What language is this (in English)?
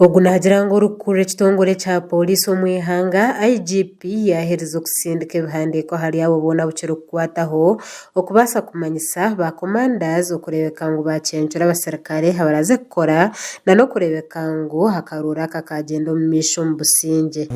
Nyankole